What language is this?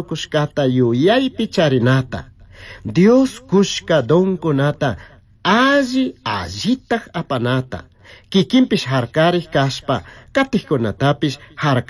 Chimborazo Highland Quichua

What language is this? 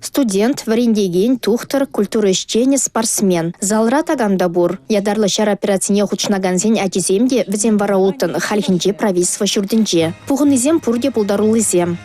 Chuvash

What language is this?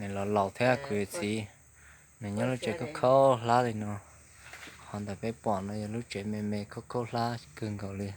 Hmong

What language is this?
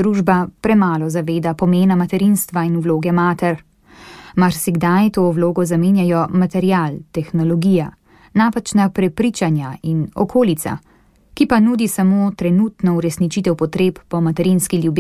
Slovenian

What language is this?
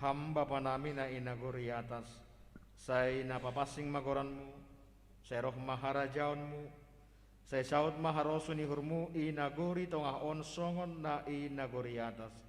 Batak Simalungun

